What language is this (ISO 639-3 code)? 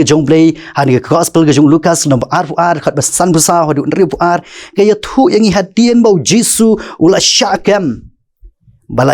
kha